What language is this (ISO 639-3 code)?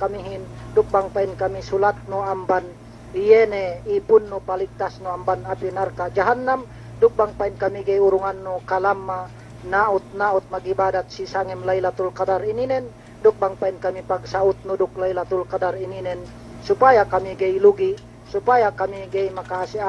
yka